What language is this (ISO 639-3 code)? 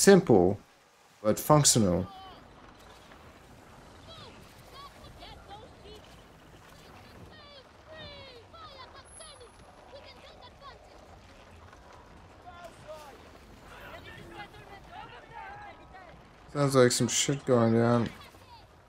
eng